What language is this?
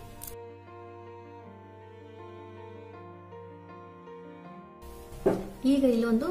Kannada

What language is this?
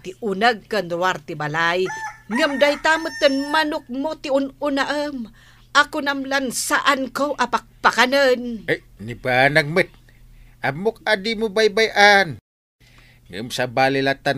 Iloko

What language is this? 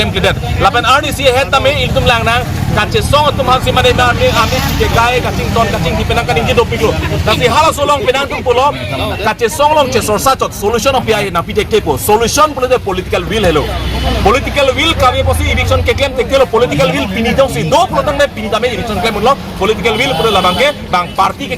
Karbi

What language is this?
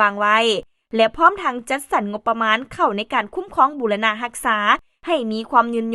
Lao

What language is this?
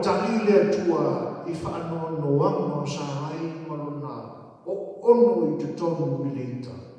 Samoan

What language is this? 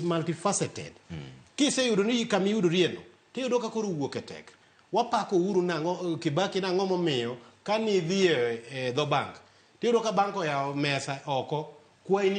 Luo (Kenya and Tanzania)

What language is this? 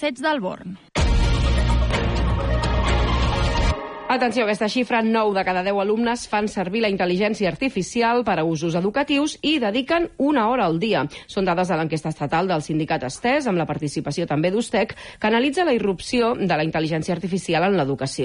Catalan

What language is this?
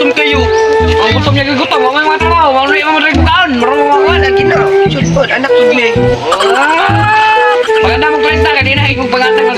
Cebuano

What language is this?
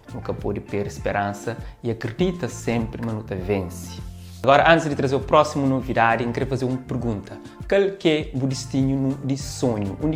Kabuverdianu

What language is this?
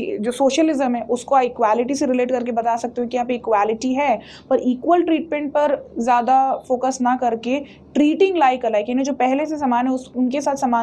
Hindi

